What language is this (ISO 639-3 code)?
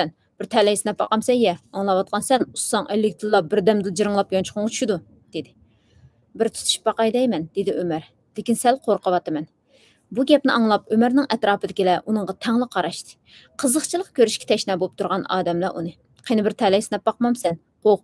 uig